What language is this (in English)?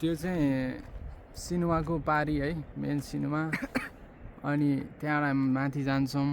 Nepali